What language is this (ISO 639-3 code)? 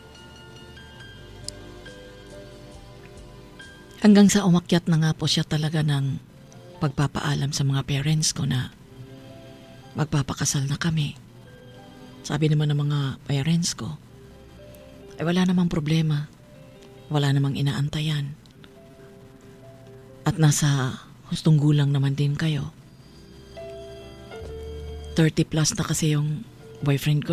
fil